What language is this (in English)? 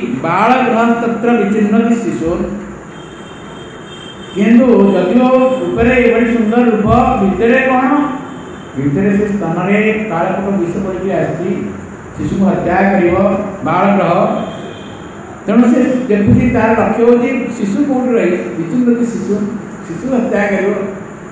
Odia